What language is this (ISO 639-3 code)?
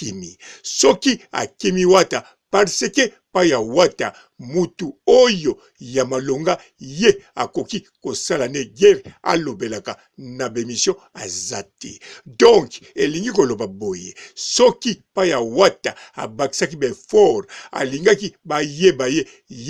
lin